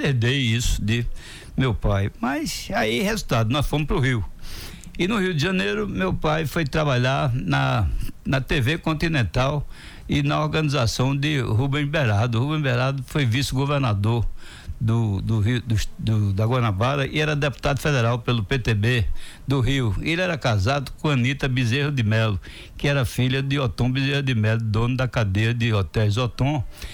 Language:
Portuguese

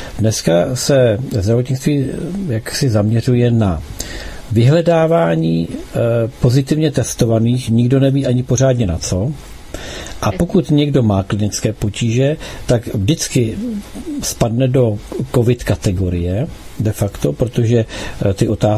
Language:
Czech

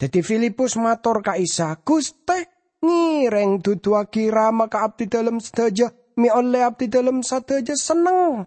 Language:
Madurese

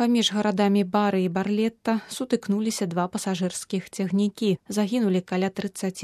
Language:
Belarusian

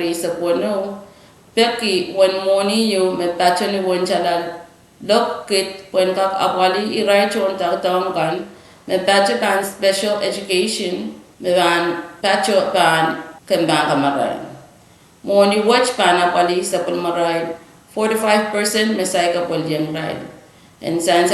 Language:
Pohnpeian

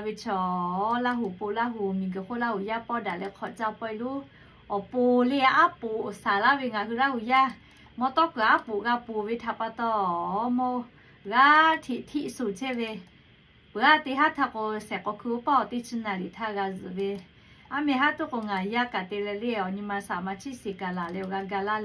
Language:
Lahu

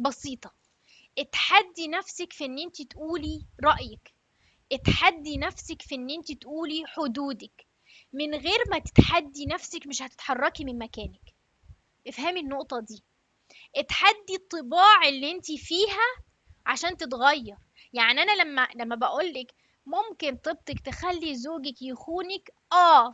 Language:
Egyptian Arabic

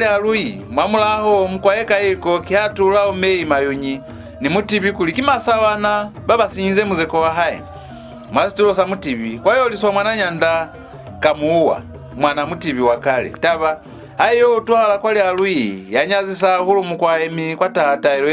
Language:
Lozi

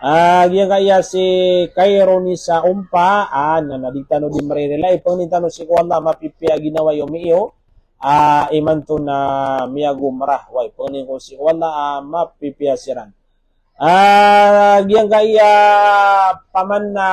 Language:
Maranao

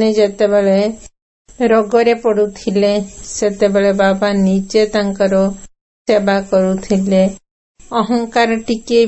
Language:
Odia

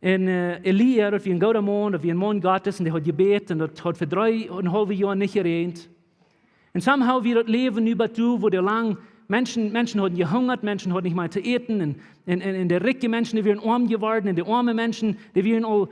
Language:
Plautdietsch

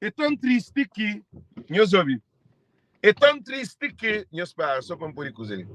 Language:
Kabuverdianu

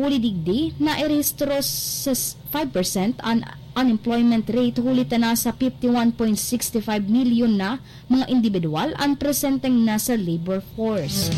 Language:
Bikol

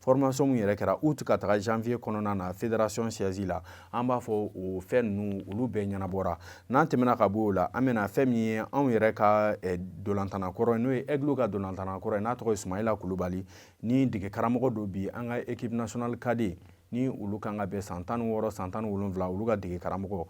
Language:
Bambara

